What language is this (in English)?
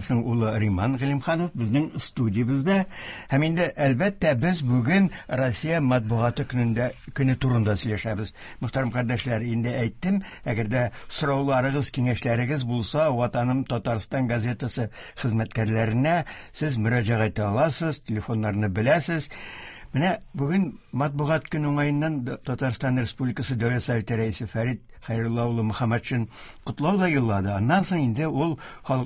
Tatar